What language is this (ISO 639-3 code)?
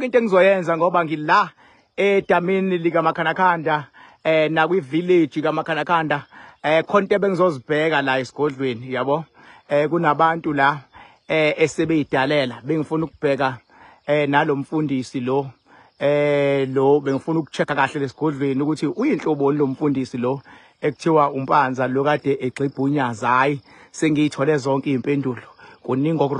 zul